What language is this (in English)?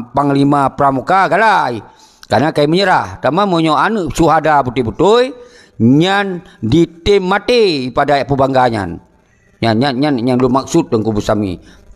Achinese